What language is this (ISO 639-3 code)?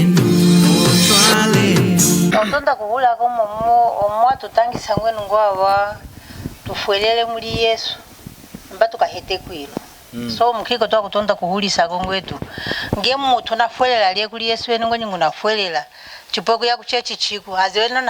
lun